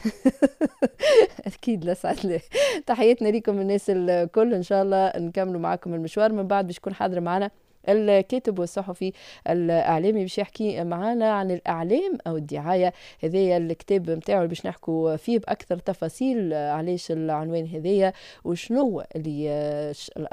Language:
Tunisian Arabic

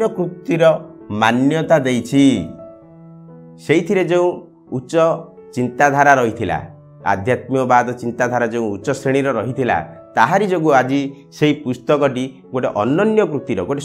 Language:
Odia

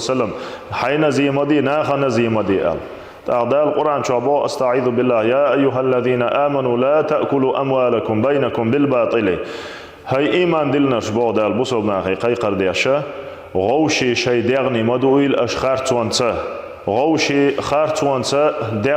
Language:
Chechen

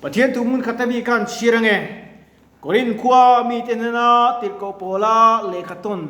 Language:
Mizo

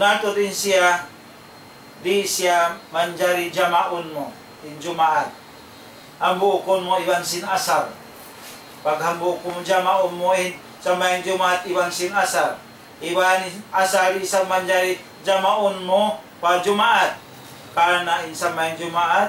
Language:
Tausug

